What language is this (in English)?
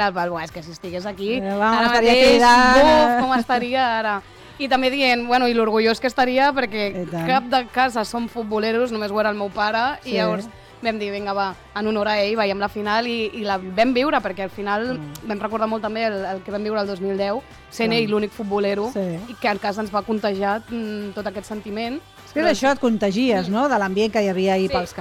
Catalan